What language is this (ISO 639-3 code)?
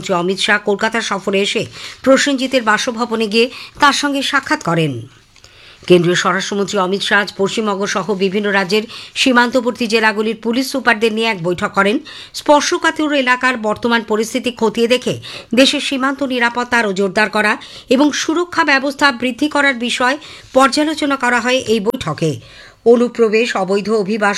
ben